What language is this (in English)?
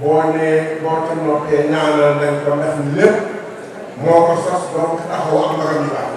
Wolof